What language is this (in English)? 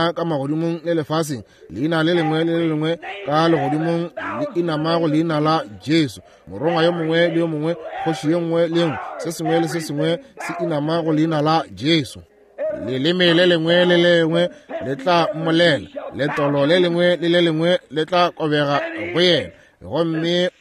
Northern Sotho